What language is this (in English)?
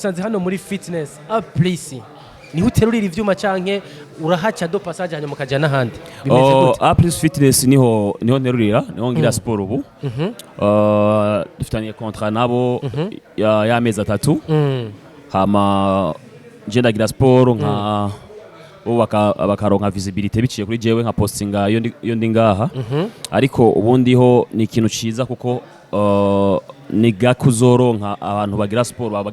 Rundi